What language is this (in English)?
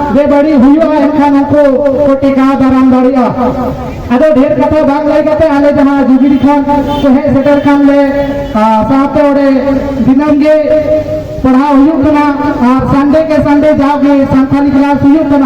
Santali